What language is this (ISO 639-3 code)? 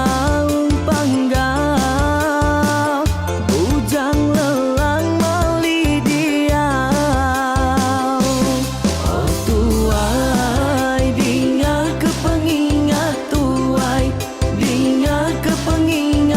iba